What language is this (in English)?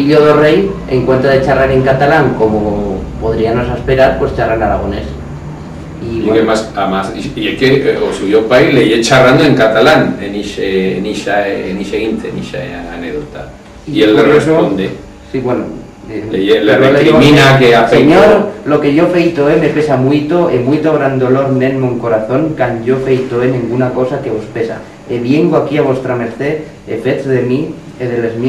Aragonese